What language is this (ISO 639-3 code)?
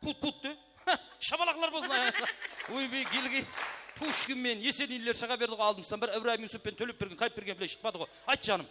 kaa